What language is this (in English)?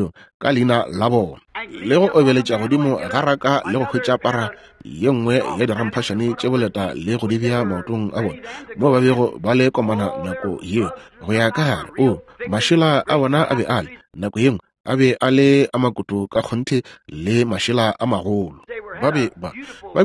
Northern Sotho